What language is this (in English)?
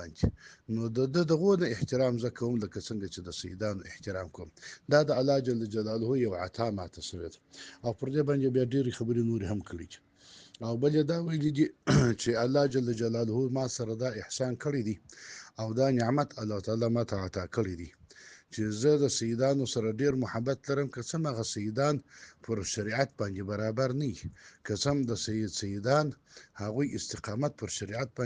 Pashto